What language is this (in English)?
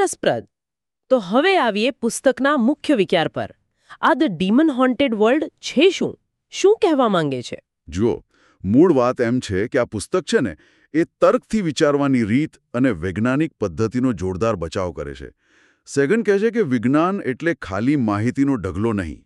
Gujarati